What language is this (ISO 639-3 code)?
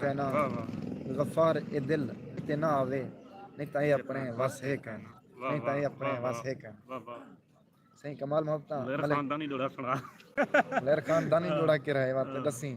skr